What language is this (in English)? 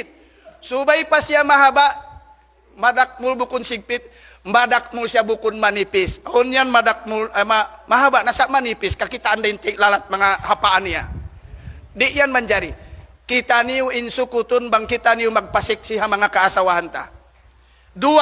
Tausug